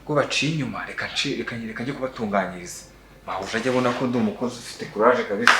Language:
Kinyarwanda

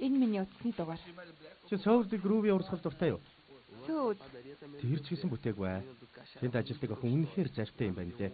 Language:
Mongolian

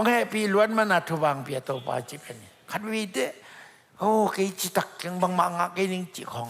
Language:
Tedim Chin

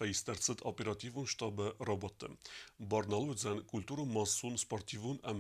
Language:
Ossetic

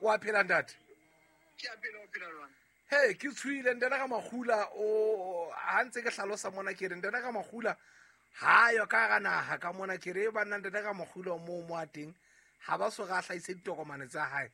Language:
Southern Sotho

